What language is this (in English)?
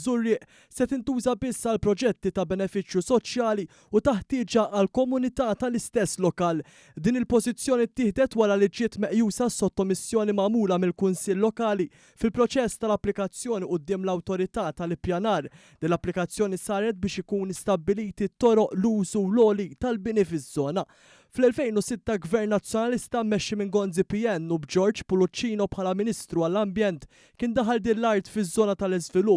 Maltese